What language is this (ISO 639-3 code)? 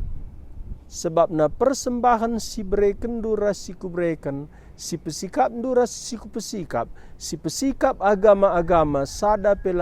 btx